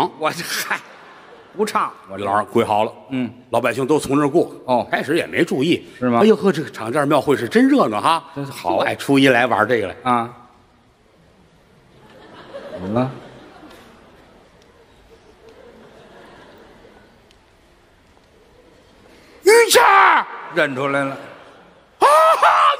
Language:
Chinese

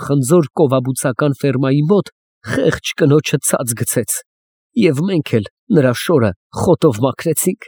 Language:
Armenian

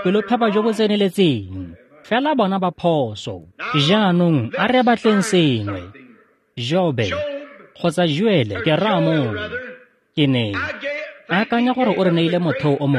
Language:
Tswana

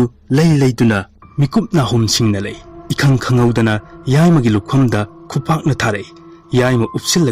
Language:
Manipuri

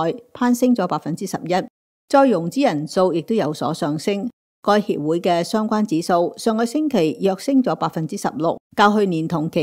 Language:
Cantonese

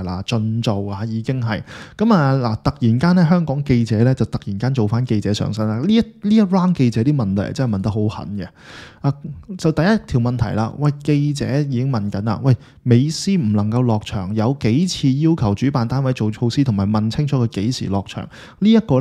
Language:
Cantonese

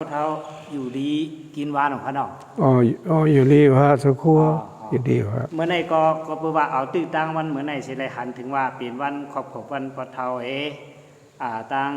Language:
Shan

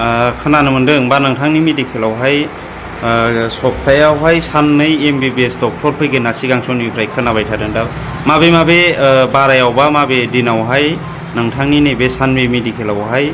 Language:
Bodo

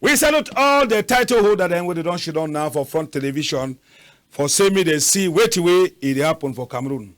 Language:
Cameroon Pidgin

